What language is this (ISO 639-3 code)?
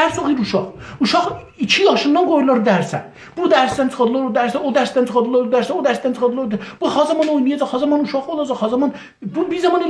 azb